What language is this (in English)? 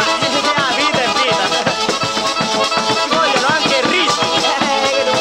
Italian